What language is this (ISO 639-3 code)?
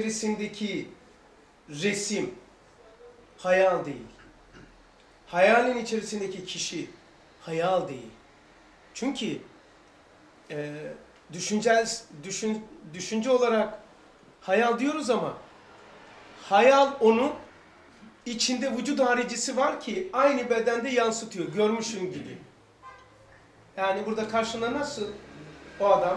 tur